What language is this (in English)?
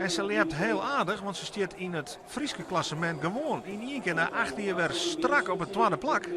Western Frisian